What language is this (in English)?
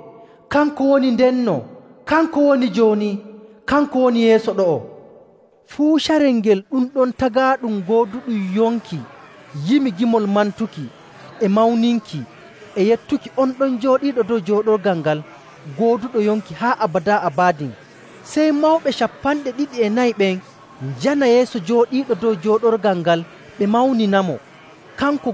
Nigerian Fulfulde